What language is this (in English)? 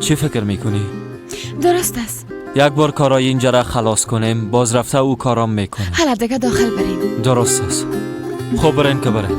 Persian